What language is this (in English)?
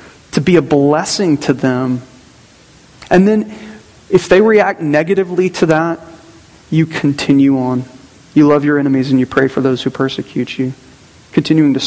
English